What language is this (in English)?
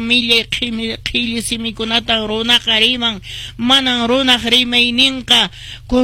Quechua